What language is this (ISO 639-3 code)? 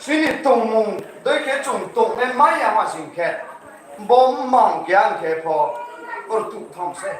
ria